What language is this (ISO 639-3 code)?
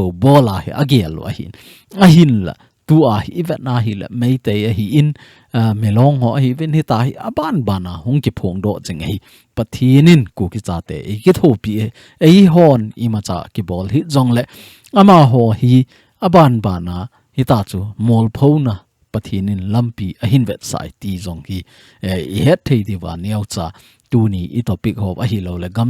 tcz